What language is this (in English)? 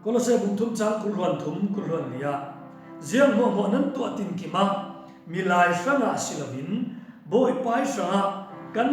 Falam Chin